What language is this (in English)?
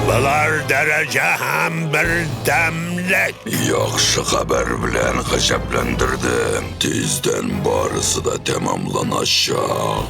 Tatar